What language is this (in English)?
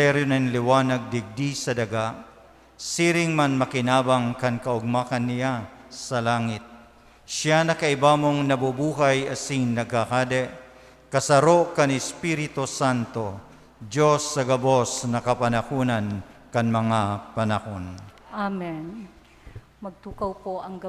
Bikol